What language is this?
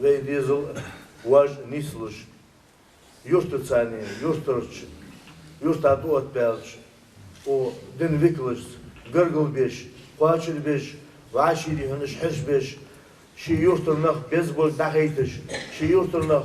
Ingush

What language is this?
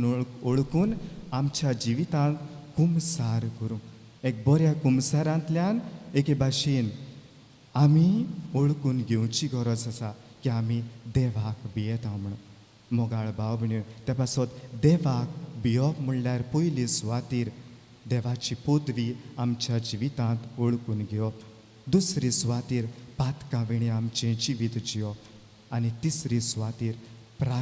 Konkani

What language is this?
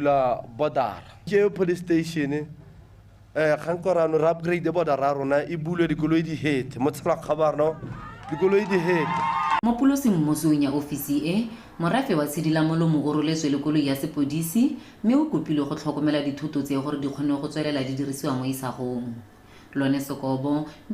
Tswana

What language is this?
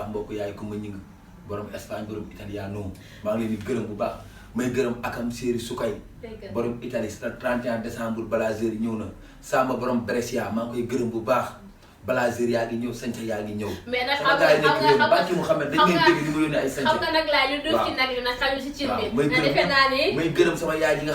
Wolof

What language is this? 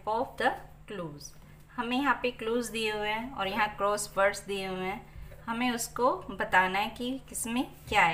Hindi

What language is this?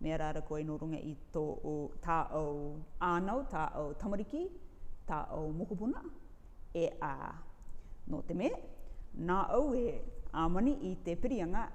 Rarotongan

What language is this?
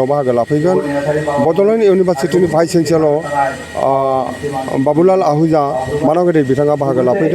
Bodo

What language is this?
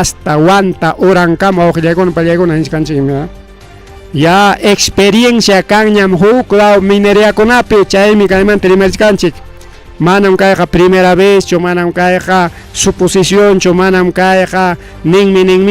Ayacucho Quechua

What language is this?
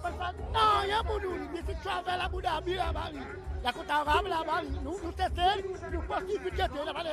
Seselwa Creole French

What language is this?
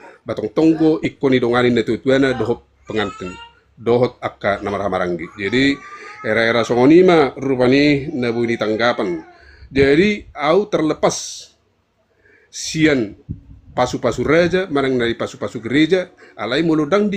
Batak Toba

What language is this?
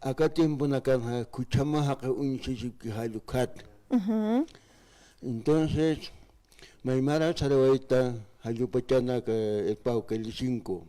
Aymara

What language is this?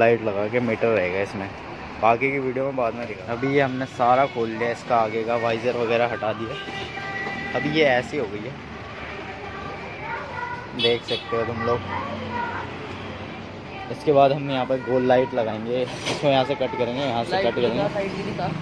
Hindi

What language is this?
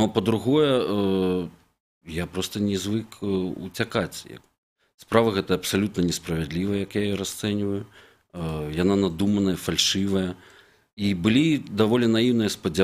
Belarusian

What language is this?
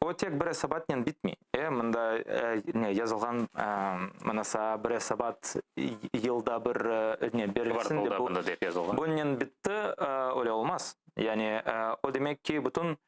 Crimean Tatar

